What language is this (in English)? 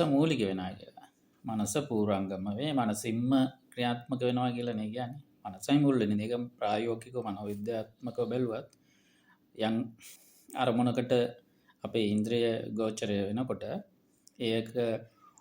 Sinhala